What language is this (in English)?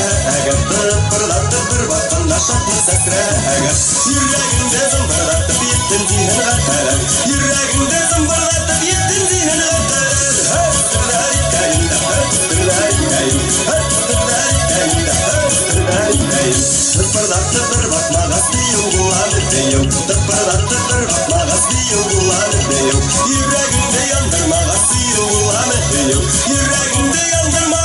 Bashkir